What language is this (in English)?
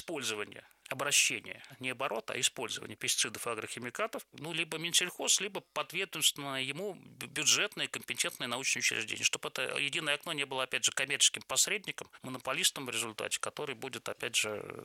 Russian